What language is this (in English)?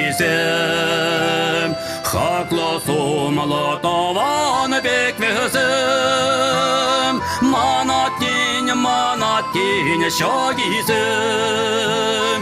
Chuvash